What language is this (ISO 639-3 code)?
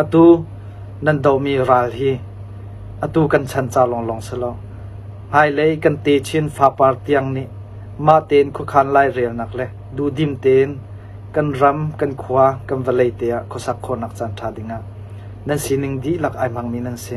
cnh